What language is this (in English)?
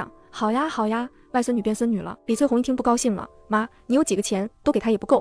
Chinese